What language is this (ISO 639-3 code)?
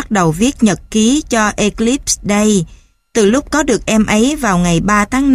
vie